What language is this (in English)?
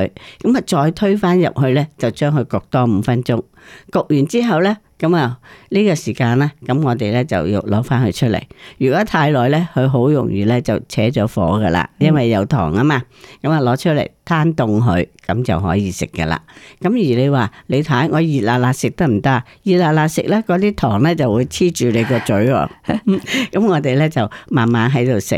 Cantonese